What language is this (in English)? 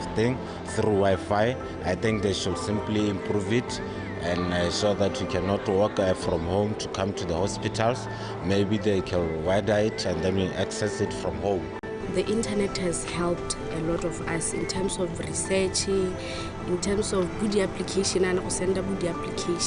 Tswana